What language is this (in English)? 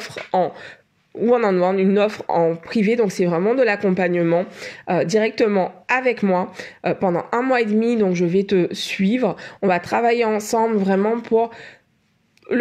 French